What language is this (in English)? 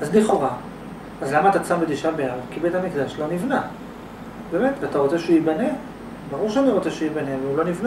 Hebrew